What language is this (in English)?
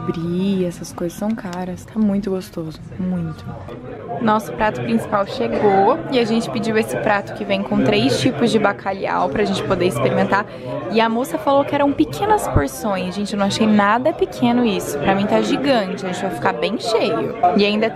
Portuguese